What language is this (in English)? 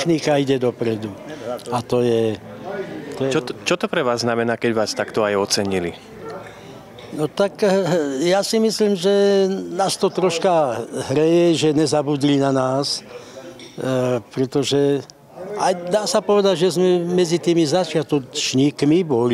Slovak